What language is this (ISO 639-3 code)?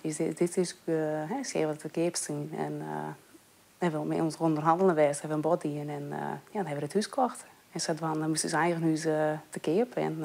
fry